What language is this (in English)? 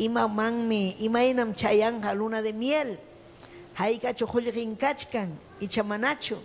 Ayacucho Quechua